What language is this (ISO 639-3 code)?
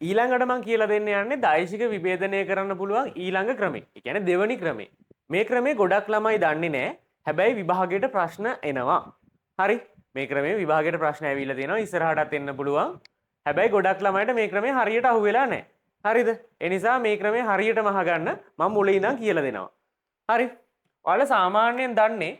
sin